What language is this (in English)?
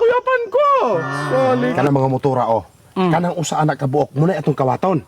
Cebuano